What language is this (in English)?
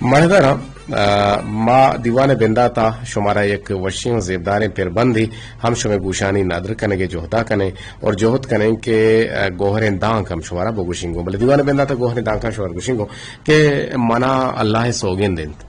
Eastern Balochi